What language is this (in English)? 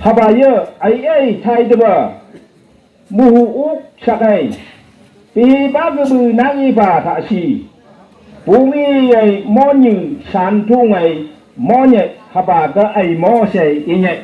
Phom Naga